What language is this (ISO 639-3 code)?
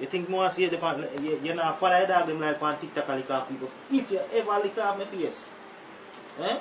jam